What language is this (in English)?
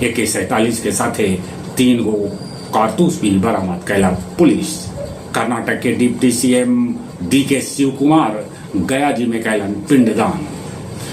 Magahi